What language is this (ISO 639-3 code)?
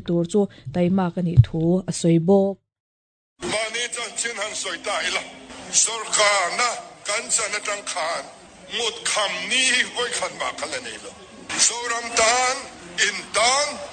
lus